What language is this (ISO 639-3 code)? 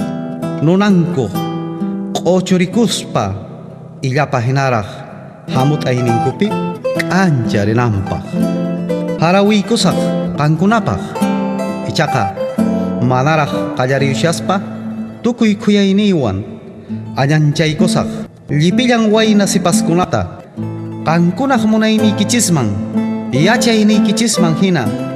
que